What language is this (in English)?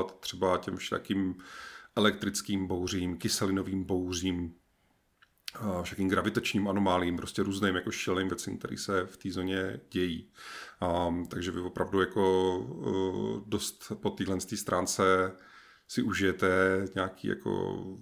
Czech